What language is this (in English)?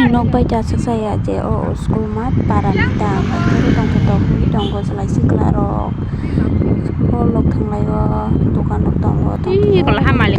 Kok Borok